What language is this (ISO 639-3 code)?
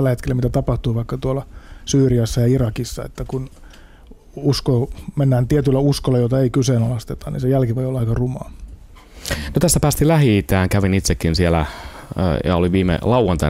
fin